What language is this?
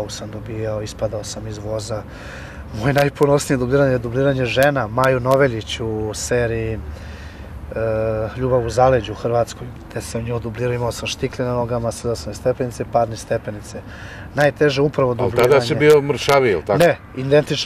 Serbian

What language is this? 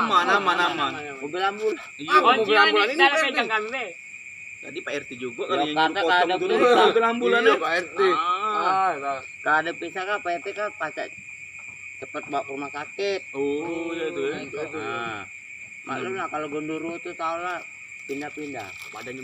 Musi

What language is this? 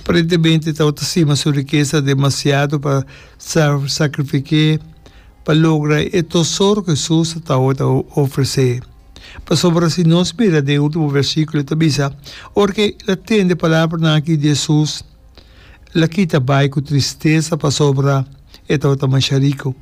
Papiamento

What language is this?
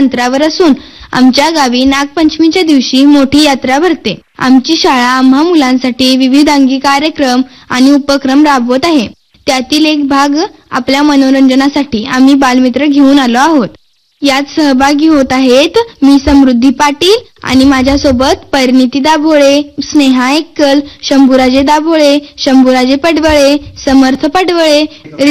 Marathi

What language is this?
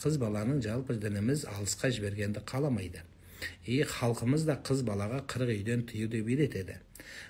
Kazakh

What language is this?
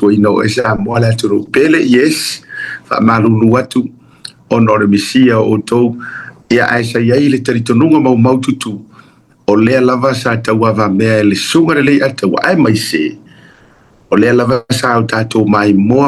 Samoan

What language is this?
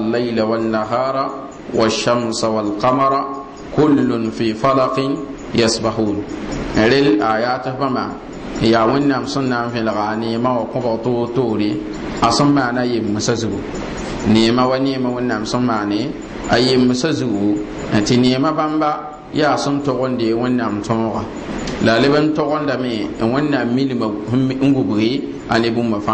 Mossi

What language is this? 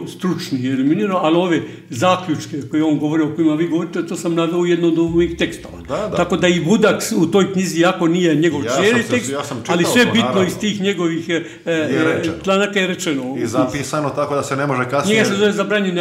Croatian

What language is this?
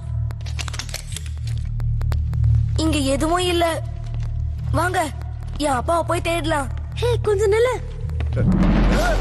Tamil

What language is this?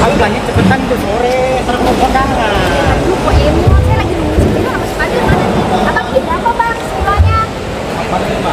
Betawi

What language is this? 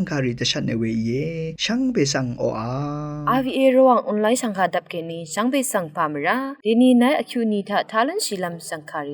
Rawang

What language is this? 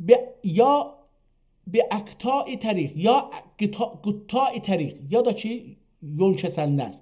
South Azerbaijani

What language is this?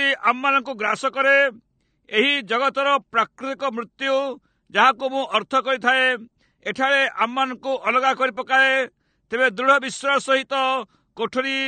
Odia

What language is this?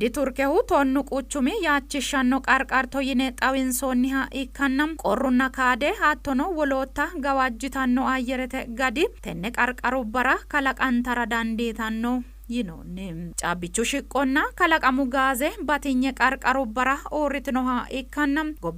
Sidamo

